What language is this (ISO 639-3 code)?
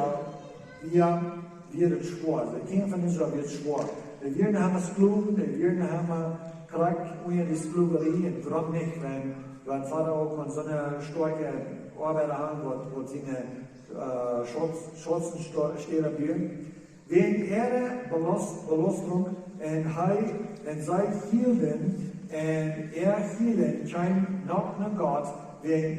pdt